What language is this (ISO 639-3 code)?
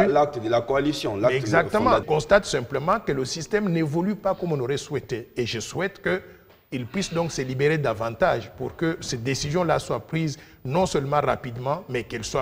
fra